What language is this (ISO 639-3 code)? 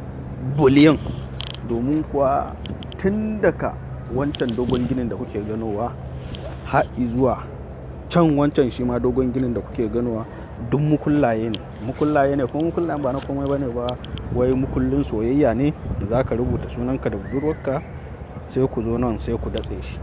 hau